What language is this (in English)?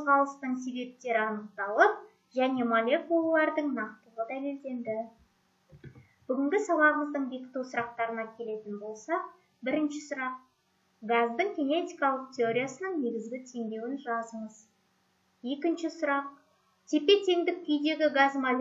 Kazakh